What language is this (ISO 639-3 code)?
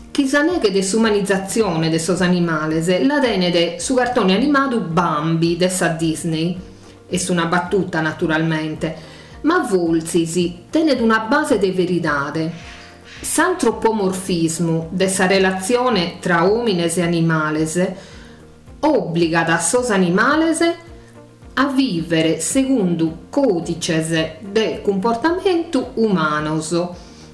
srd